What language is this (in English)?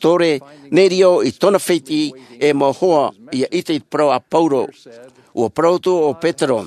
Tahitian